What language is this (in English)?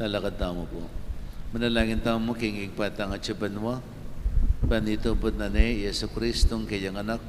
Pampanga